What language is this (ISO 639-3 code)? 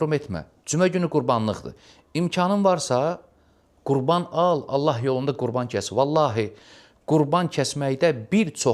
aze